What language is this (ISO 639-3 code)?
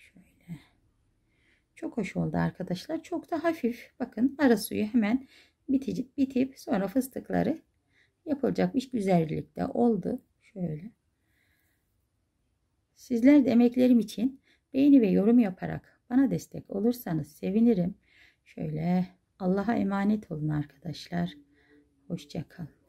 tur